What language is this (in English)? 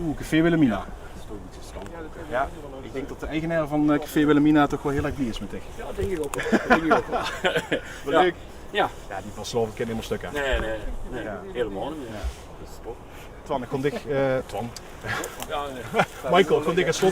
Limburgish